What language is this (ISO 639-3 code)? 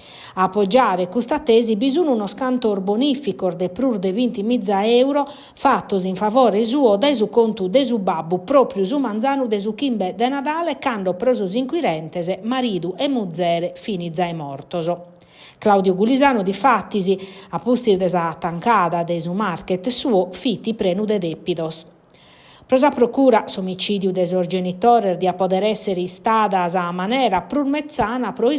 srd